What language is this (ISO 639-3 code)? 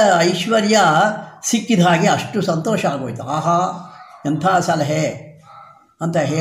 kan